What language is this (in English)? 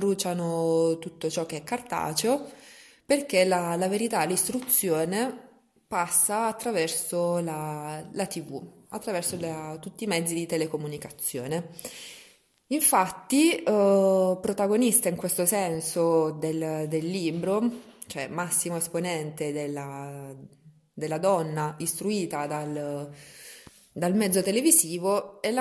Italian